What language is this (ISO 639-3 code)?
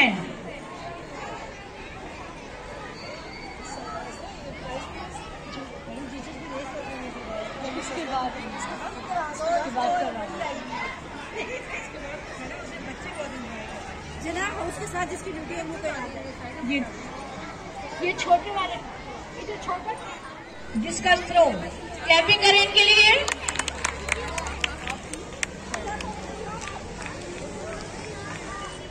hin